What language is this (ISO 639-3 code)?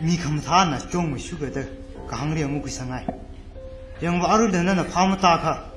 nmf